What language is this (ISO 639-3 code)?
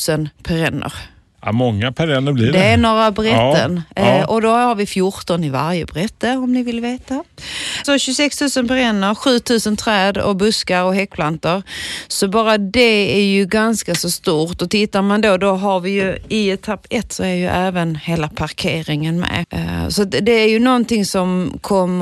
swe